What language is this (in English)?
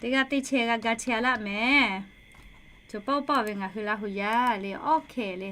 Lahu